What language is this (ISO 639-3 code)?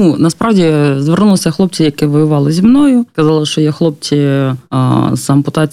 ukr